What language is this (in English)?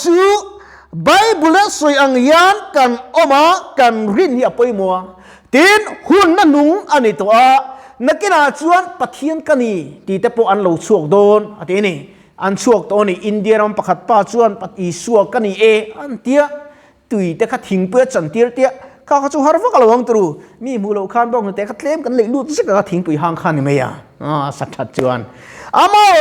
Mizo